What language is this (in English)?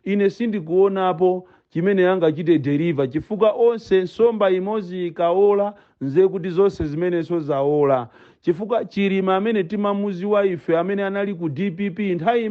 Nyanja